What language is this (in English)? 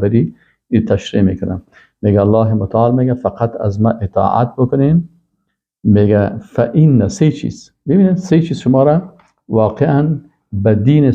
Persian